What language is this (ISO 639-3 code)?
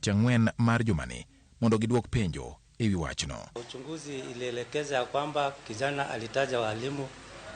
luo